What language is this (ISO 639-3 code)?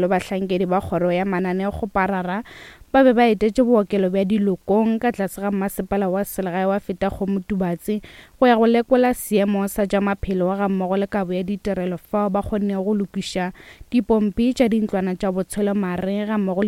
nso